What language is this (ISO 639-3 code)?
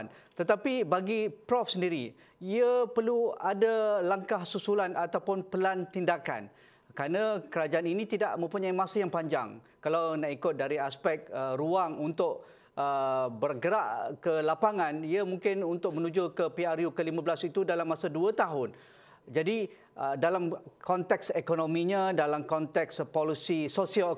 msa